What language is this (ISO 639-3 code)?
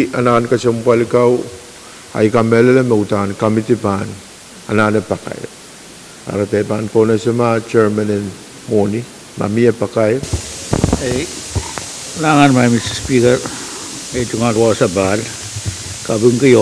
pon